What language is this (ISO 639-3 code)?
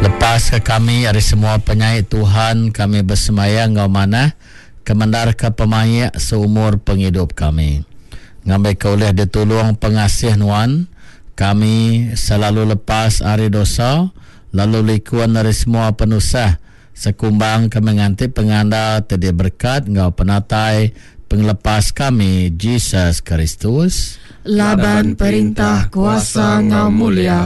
iba